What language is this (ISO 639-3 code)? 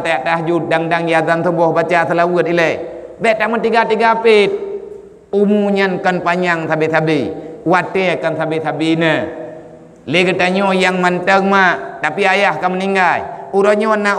ace